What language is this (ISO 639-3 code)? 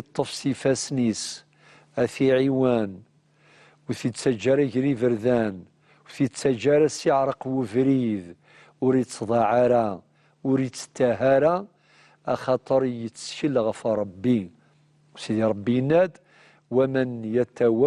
kab